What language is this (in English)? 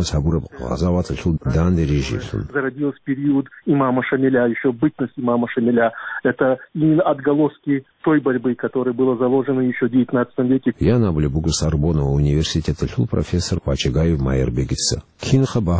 Avaric